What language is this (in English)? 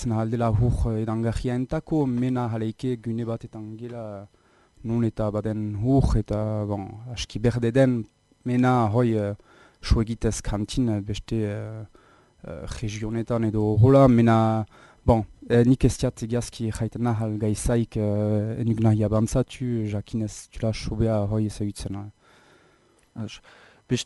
Basque